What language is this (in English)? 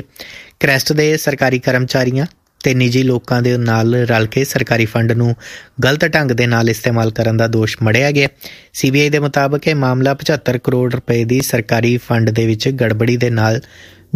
Punjabi